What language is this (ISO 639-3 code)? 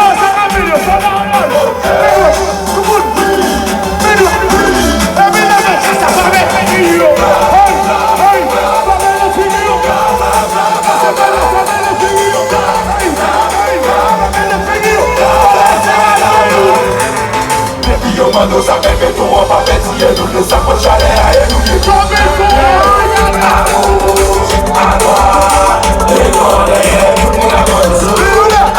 hat